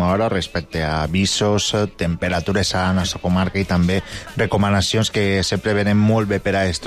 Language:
Catalan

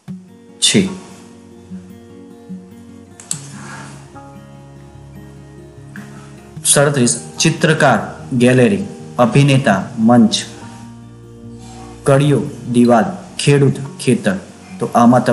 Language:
Gujarati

